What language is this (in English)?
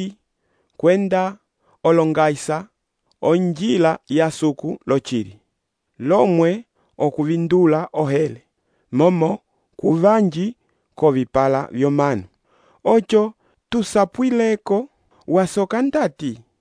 Umbundu